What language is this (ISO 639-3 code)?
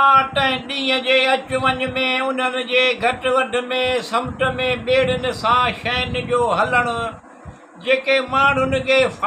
snd